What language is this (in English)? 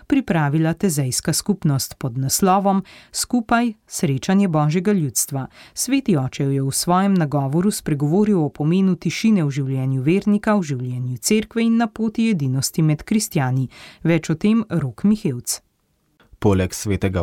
Slovenian